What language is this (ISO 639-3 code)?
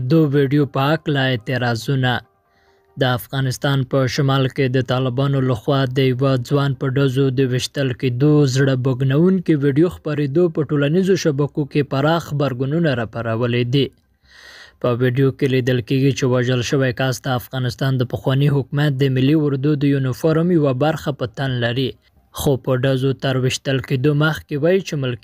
pus